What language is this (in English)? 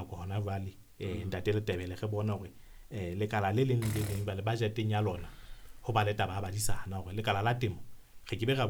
Southern Sotho